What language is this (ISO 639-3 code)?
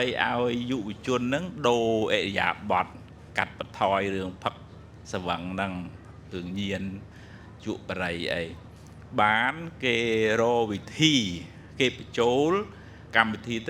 khm